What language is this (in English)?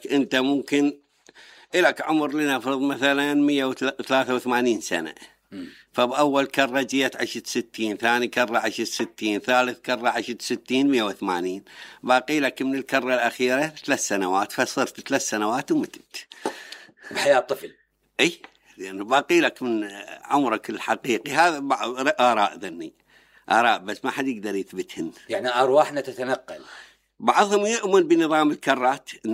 Mesopotamian Arabic